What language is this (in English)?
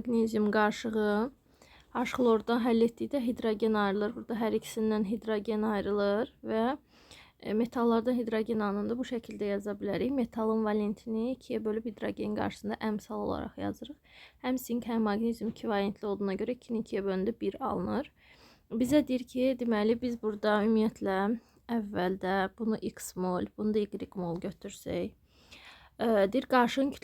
Azerbaijani